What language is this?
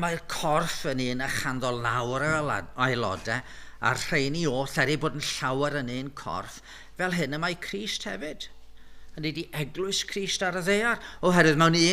Welsh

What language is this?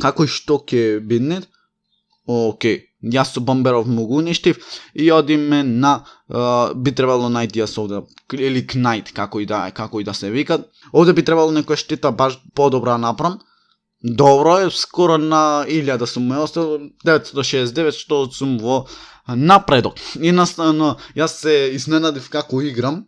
Macedonian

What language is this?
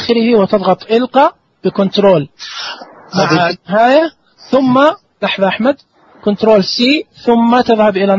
Najdi Arabic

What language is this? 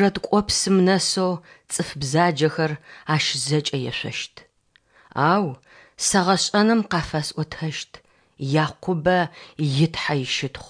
Adyghe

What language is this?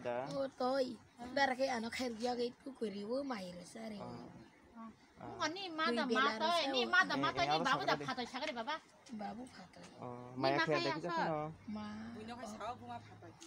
Kok Borok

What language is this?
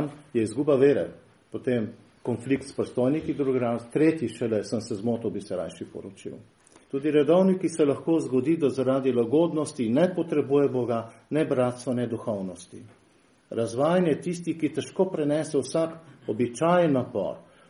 Slovenian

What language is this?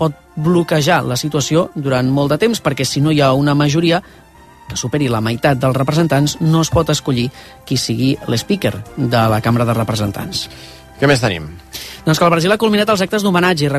Catalan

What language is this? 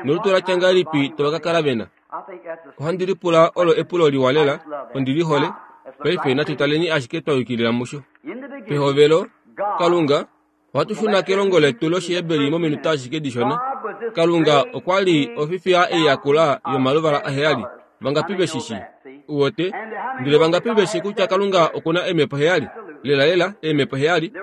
Kuanyama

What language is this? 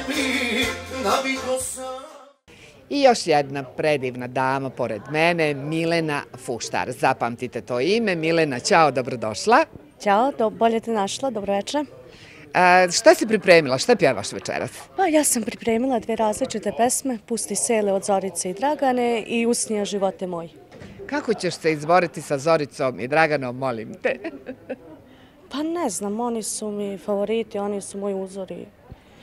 Bosnian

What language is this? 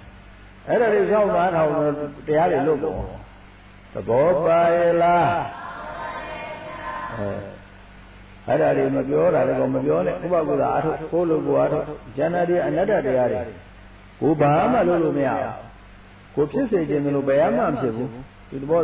Burmese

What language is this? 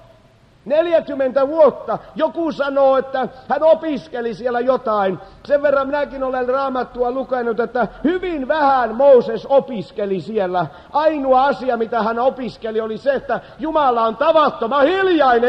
Finnish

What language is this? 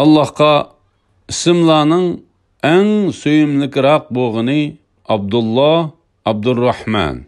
Uyghur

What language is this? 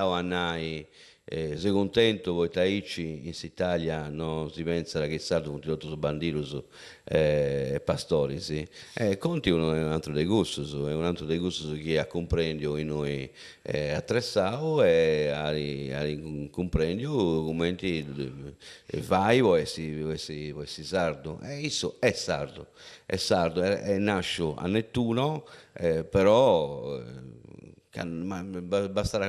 Sardinian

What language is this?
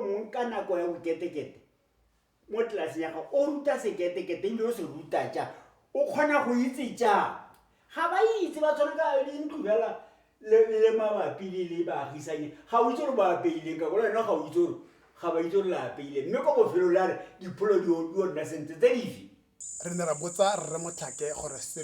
Tswana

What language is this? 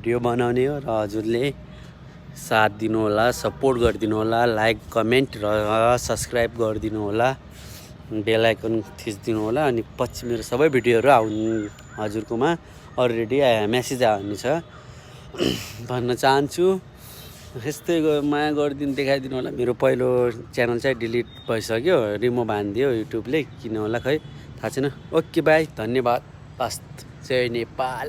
Nepali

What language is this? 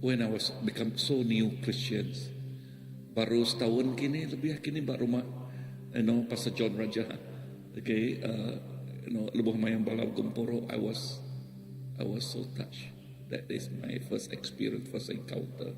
Iban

